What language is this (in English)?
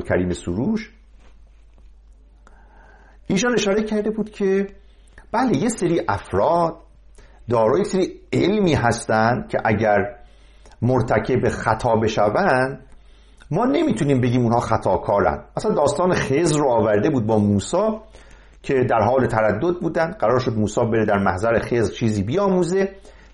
Persian